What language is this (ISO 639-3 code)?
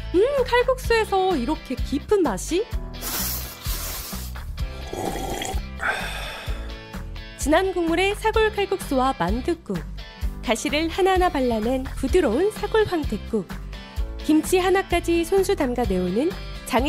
kor